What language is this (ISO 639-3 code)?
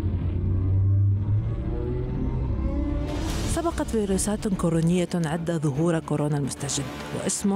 ara